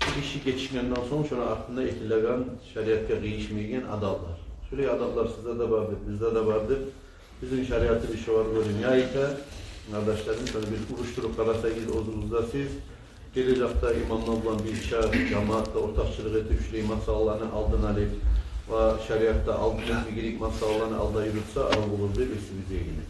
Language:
Kumyk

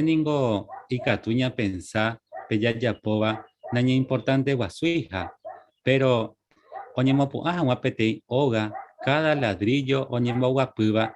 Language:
Guarani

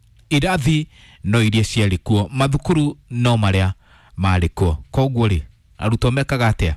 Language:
Kikuyu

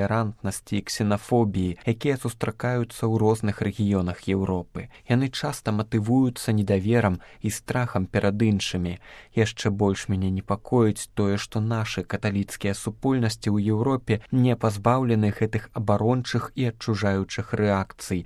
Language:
Belarusian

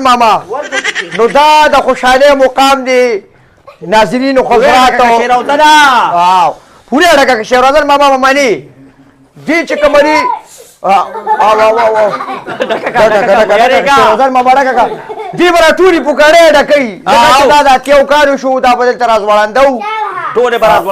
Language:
Pashto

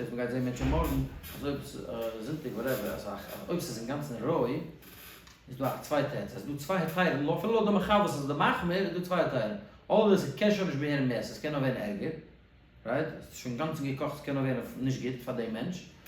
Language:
Yiddish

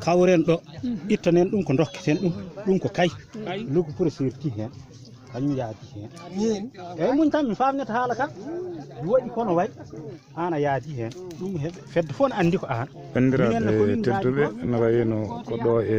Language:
Fula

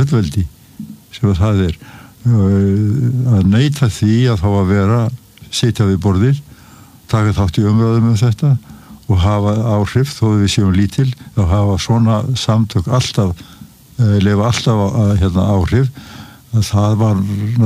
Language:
Icelandic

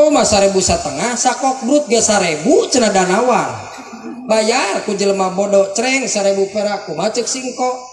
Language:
Sundanese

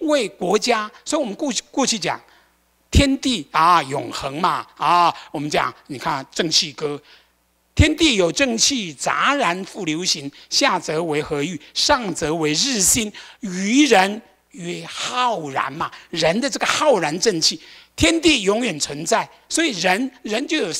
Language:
Chinese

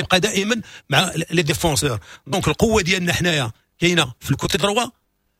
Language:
Moroccan Arabic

